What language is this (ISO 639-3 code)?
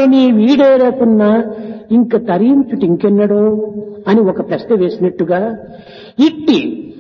tel